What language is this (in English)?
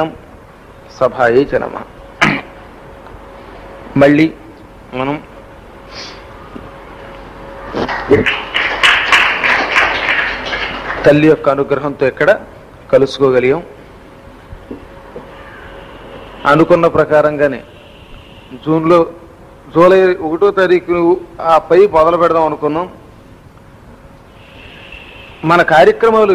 Telugu